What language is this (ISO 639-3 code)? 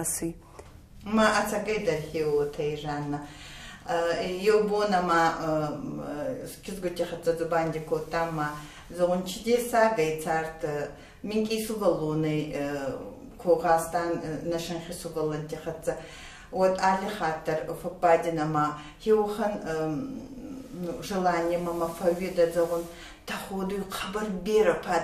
oss